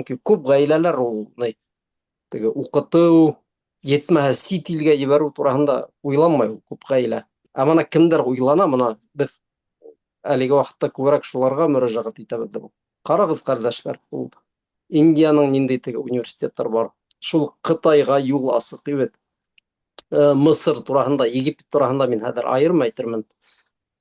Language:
Bashkir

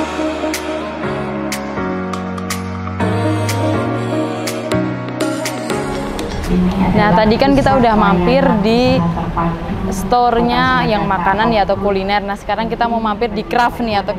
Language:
Indonesian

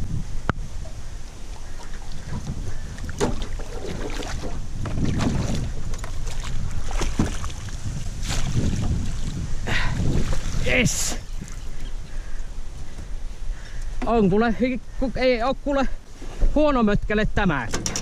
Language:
Finnish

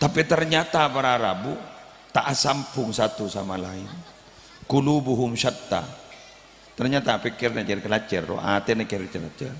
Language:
Madurese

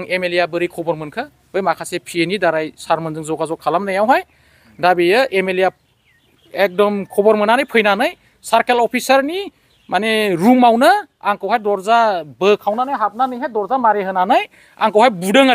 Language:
Bodo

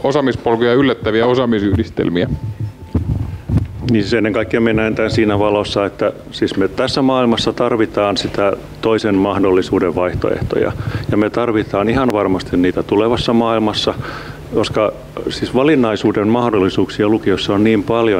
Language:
Finnish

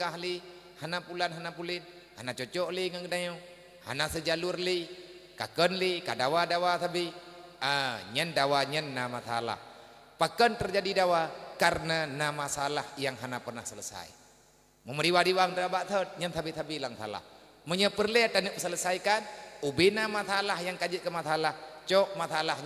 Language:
Achinese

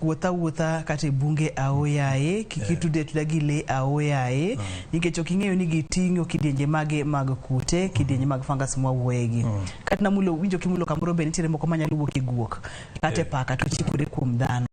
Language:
Luo (Kenya and Tanzania)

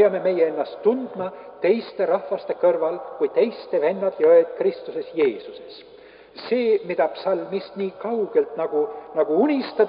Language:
Estonian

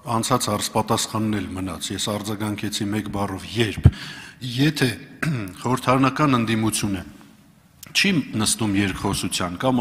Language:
Armenian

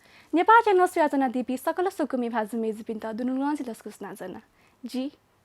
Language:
Newari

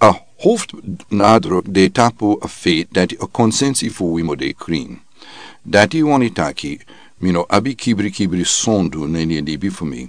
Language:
Sranan Tongo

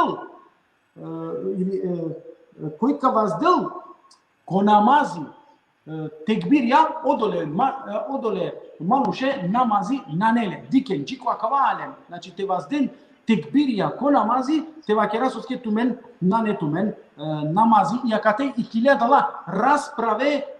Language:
Balkan Romani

